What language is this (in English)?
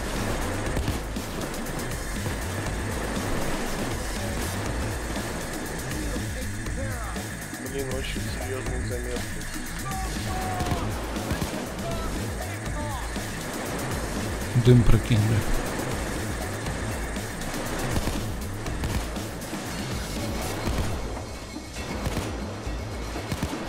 Russian